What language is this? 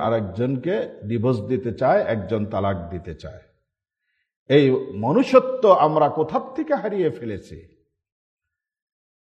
Bangla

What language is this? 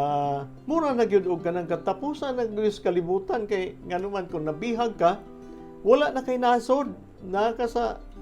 Cebuano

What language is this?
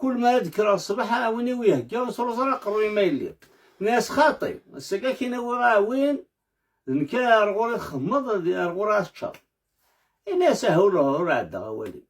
Kabyle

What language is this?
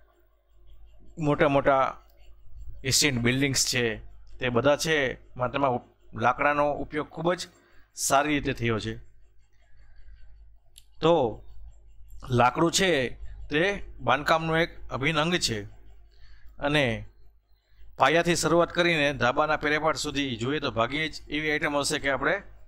Gujarati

